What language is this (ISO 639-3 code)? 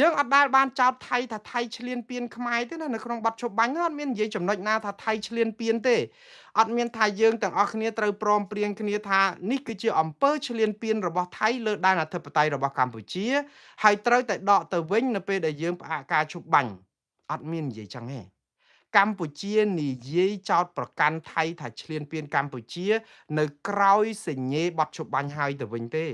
khm